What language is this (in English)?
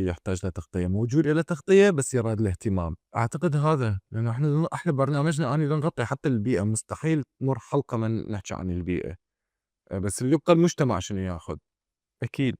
Mesopotamian Arabic